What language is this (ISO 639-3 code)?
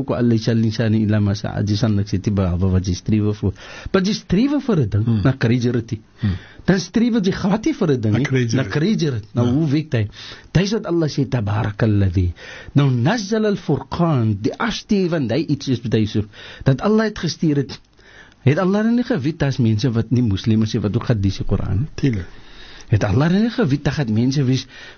afr